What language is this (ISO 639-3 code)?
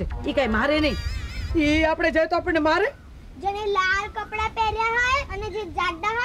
guj